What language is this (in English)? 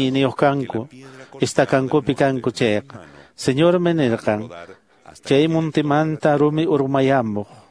Quechua